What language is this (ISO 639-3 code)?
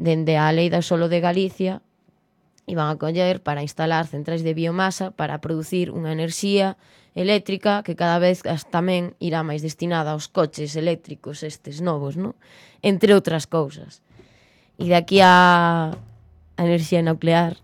glg